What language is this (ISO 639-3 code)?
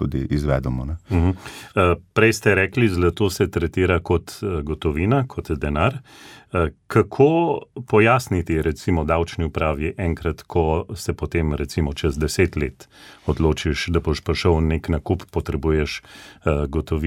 slv